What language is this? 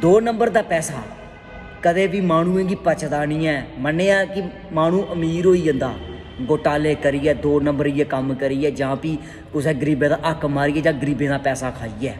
Dogri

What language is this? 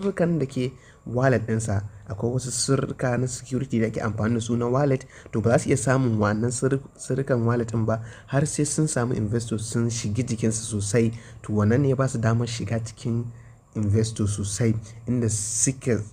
Hausa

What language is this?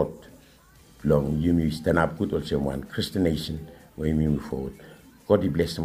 Bislama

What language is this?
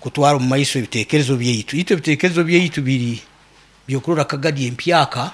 Nyankole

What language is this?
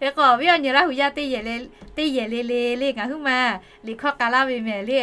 Lahu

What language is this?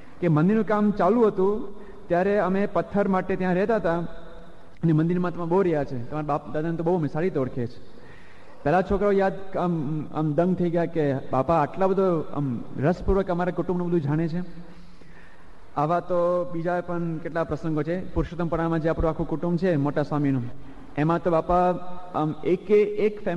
Gujarati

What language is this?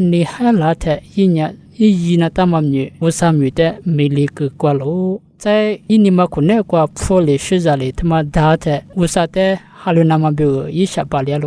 Lisu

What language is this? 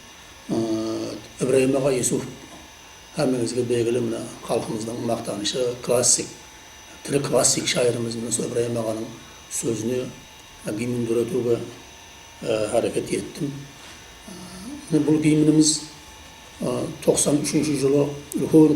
Kara-Kalpak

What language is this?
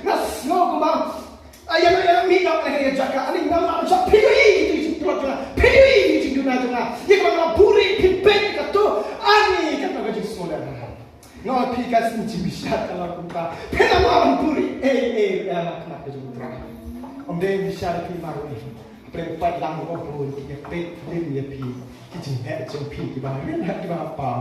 Khasi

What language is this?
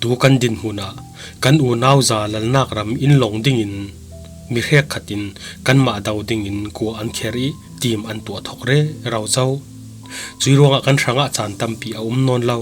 Falam Chin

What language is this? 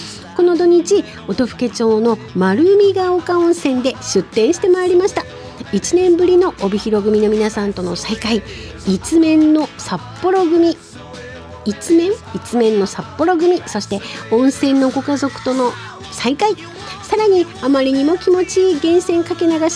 Japanese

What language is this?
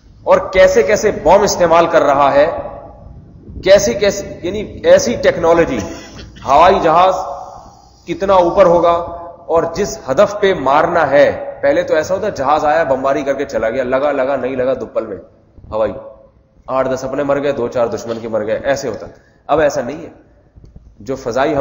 Urdu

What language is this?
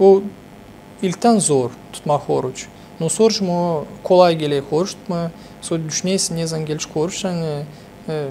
Gagauz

